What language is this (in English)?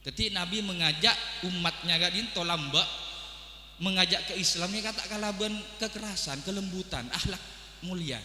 Madurese